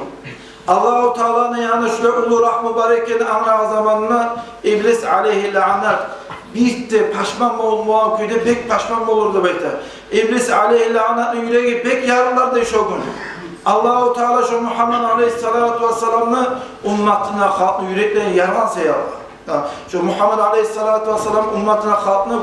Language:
Kumyk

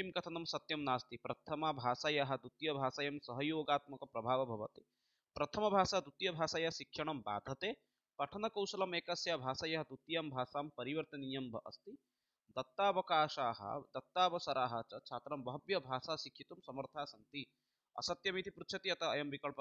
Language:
Sanskrit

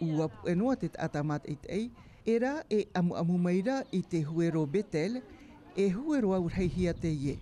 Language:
Tahitian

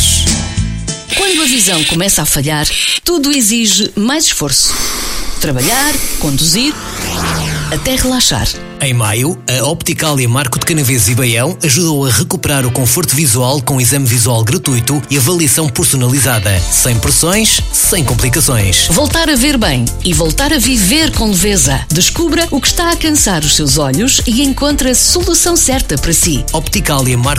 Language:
Portuguese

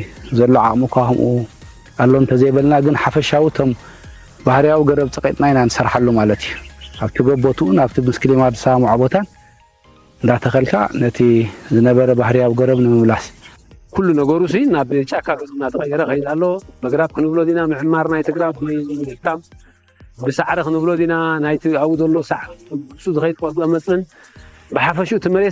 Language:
Tigrinya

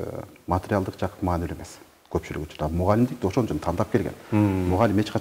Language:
Kyrgyz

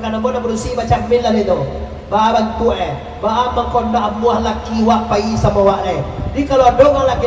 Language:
Minangkabau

